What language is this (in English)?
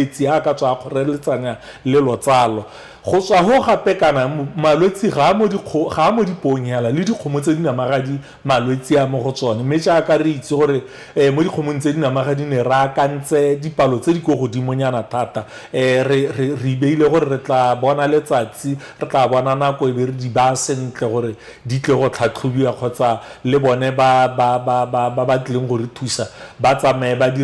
Tswana